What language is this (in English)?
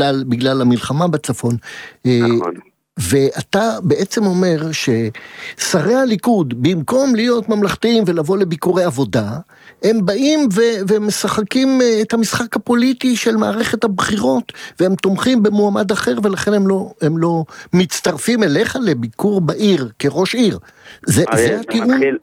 Hebrew